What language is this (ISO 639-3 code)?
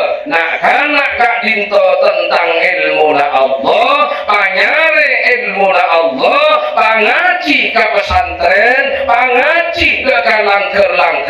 mad